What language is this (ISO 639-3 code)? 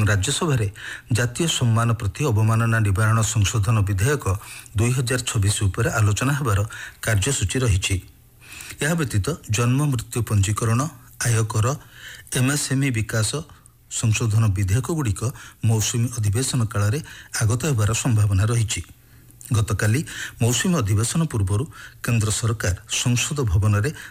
ori